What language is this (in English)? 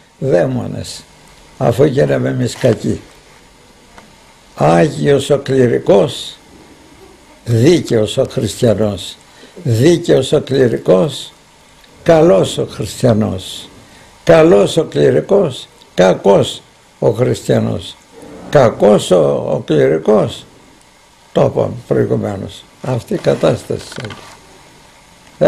Greek